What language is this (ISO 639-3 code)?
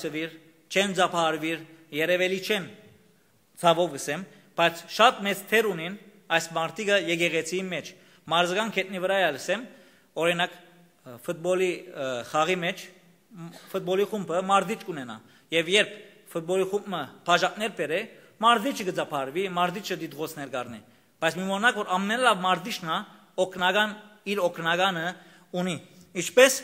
hyw